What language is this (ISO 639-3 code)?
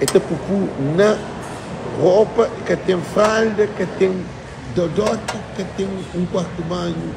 kea